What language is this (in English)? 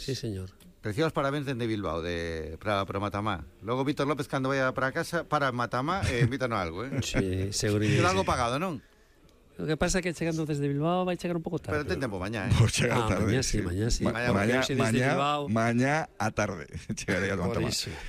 Galician